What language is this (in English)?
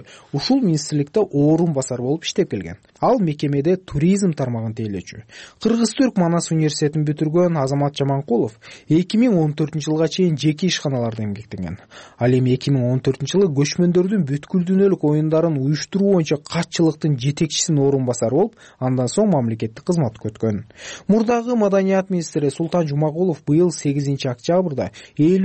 Kyrgyz